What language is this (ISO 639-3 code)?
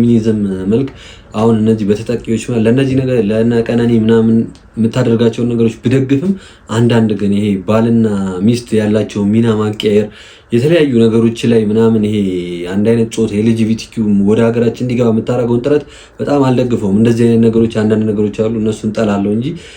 amh